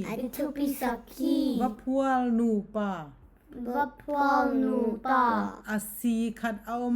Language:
Tedim Chin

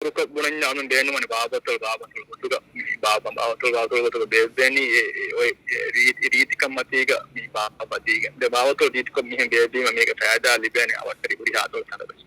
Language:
Divehi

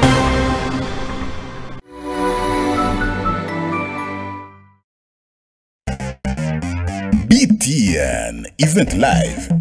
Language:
Kinyarwanda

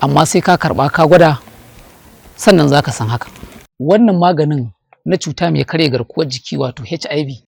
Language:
Hausa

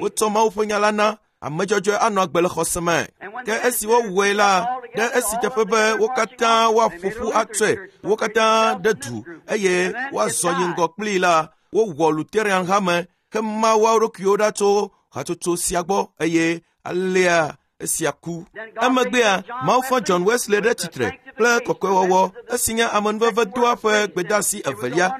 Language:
Ewe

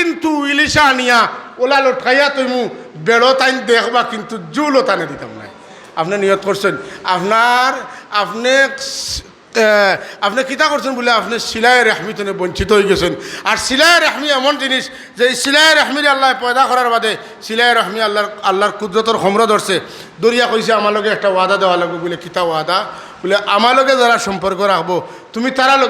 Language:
Sylheti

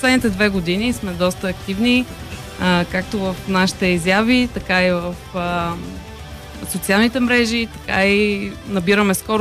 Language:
Bulgarian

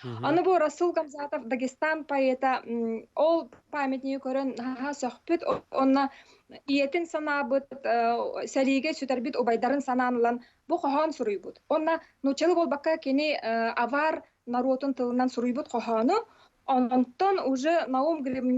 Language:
Yakut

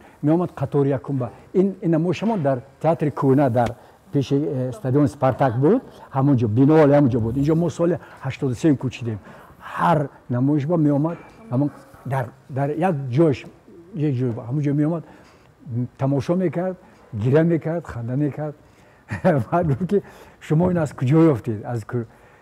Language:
Tajik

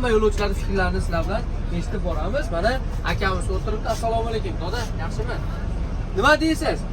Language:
Uzbek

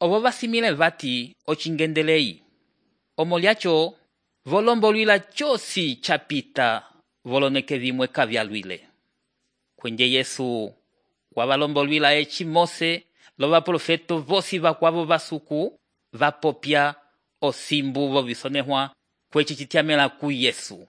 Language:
Umbundu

